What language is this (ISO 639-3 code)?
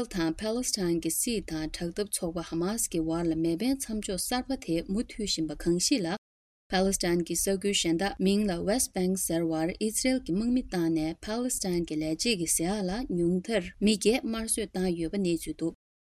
bod